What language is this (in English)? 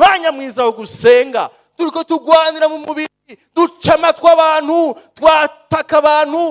Rundi